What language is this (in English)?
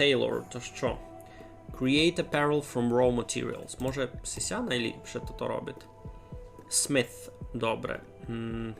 Rusyn